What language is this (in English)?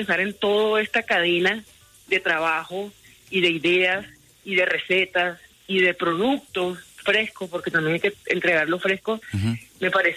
Spanish